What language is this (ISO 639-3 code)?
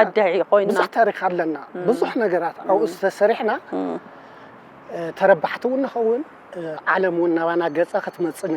tir